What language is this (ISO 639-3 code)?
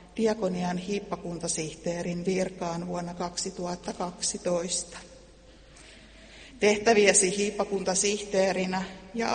fin